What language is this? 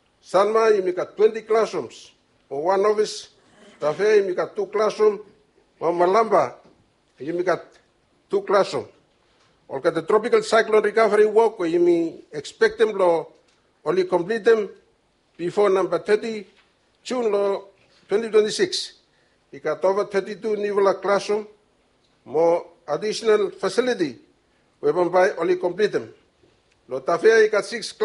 Bislama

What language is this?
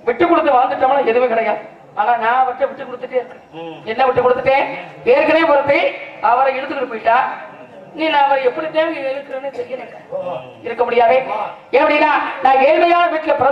Tamil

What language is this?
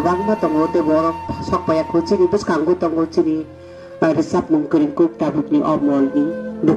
Kok Borok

